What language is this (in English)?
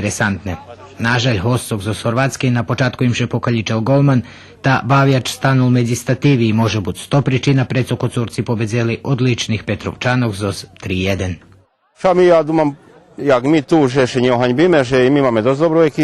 Rusyn